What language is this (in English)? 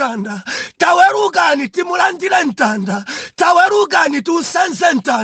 Nyanja